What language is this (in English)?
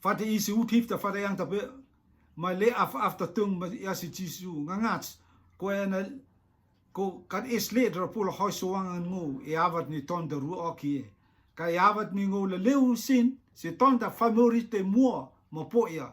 Rotuman